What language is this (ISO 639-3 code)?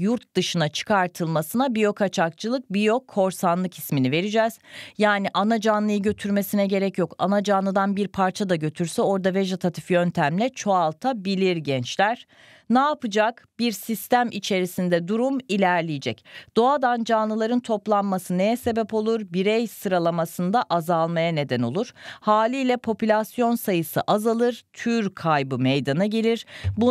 tur